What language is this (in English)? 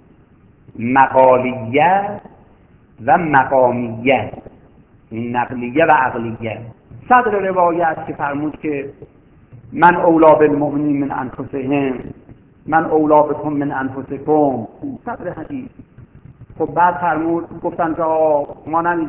Persian